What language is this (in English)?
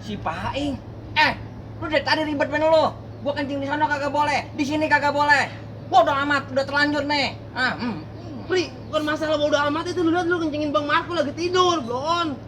Betawi